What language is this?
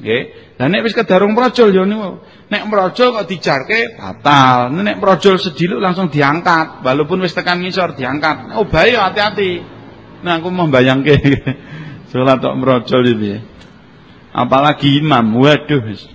Javanese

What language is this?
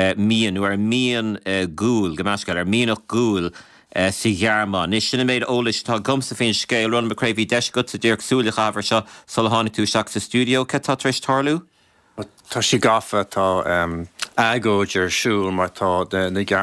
Irish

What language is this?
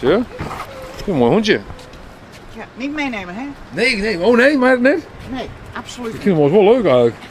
Western Frisian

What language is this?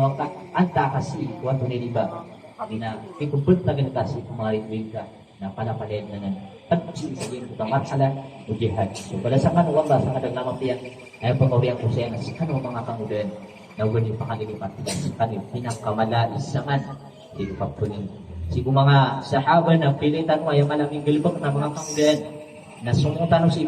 Maranao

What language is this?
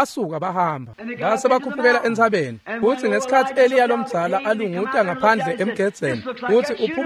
Swati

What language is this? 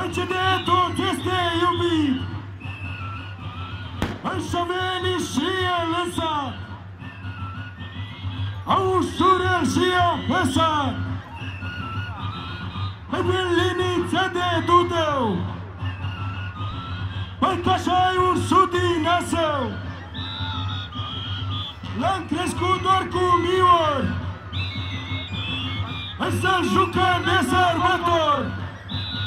Romanian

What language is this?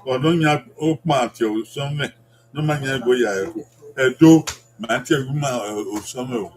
Bini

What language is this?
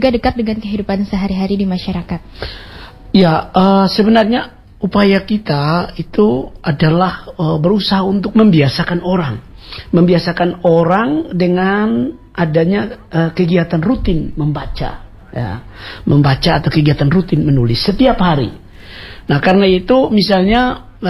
Indonesian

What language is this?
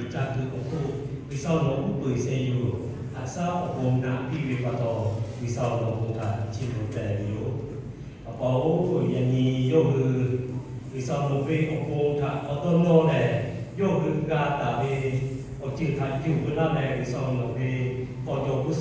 Lahu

